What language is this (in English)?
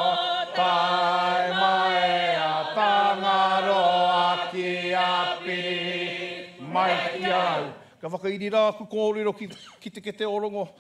Māori